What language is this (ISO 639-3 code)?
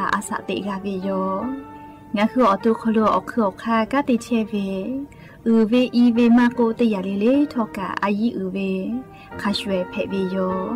lhu